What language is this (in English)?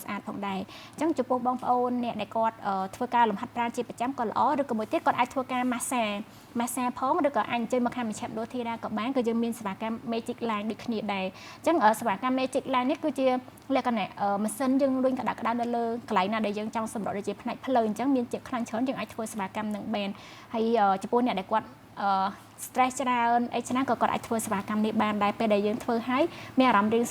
Khmer